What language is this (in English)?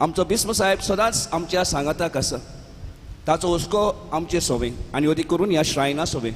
Konkani